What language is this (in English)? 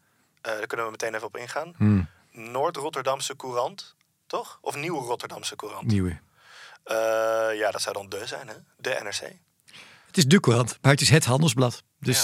Dutch